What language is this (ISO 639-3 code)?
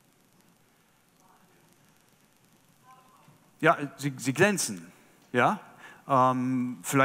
deu